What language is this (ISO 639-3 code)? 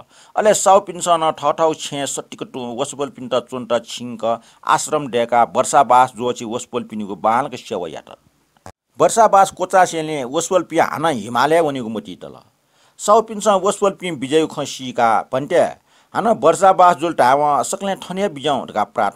new